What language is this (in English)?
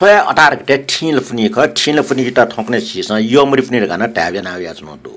Newari